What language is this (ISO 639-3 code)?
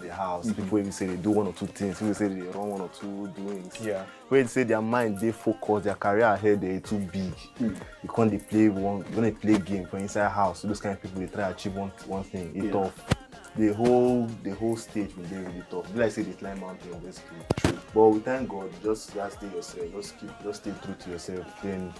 pcm